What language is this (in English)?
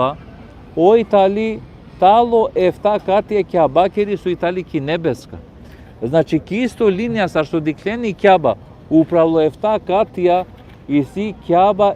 Balkan Romani